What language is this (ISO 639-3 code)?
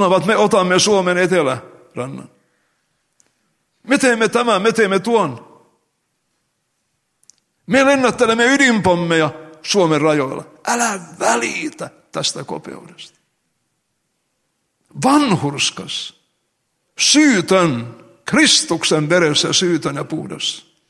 fin